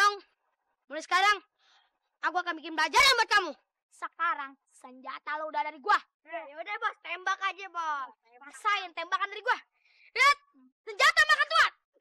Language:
Betawi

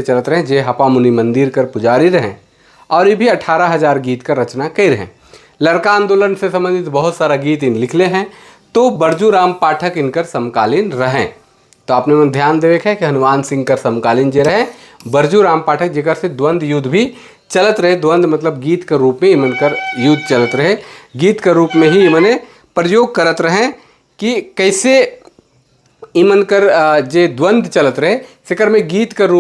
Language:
Sadri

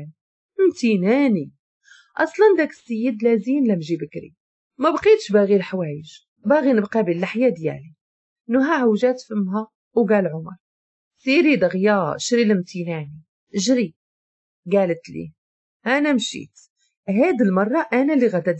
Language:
Moroccan Arabic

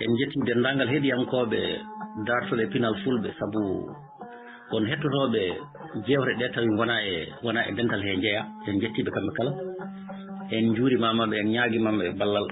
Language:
Fula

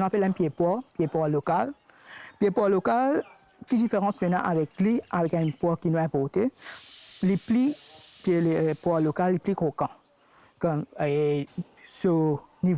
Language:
Morisyen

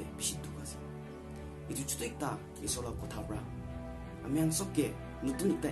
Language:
Naga Pidgin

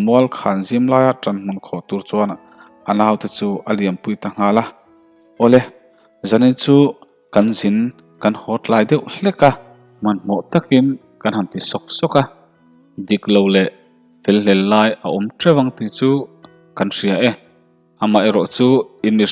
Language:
Mizo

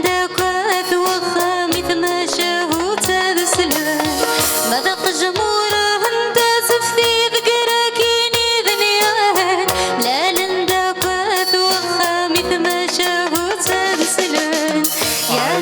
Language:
Kabyle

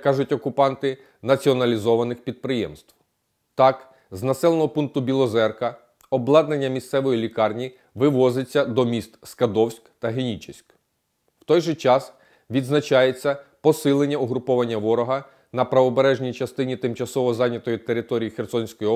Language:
Ukrainian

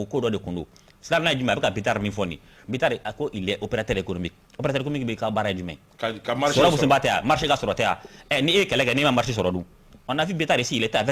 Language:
Bambara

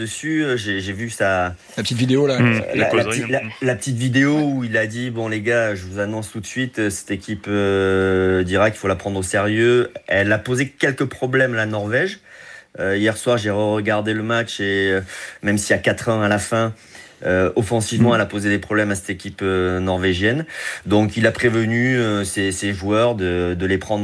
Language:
French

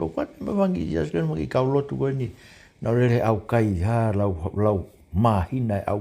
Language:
Tongan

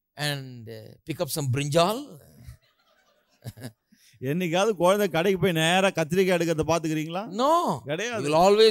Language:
Tamil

